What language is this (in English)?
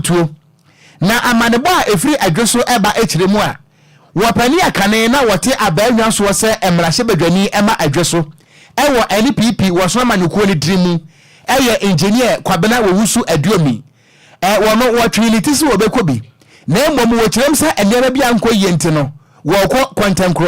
Akan